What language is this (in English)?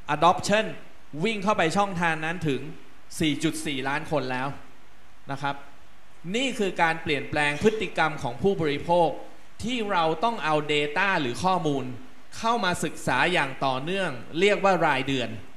Thai